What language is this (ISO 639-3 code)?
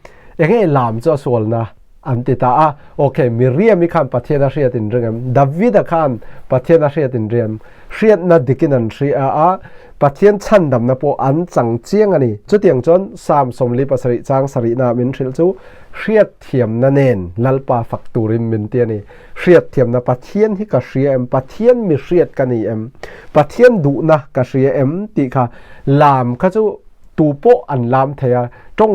lus